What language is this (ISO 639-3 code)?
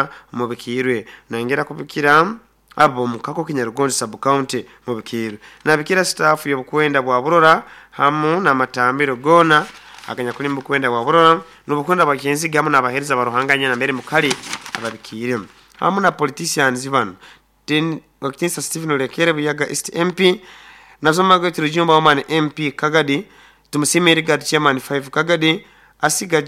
nyo